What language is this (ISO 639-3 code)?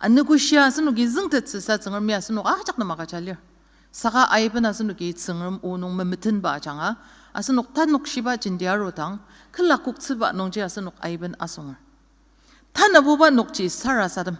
njo